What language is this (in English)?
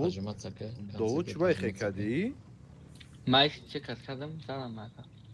Tajik